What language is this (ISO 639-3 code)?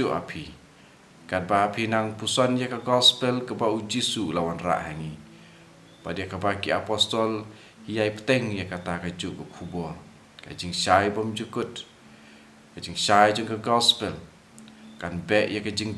kha